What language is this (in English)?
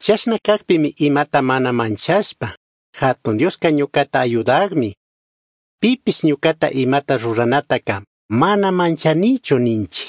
Chimborazo Highland Quichua